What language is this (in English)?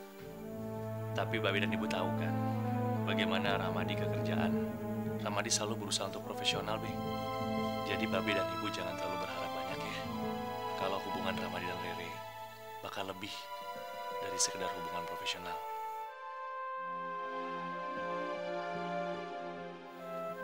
Indonesian